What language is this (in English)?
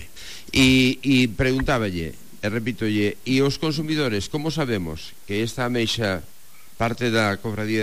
Galician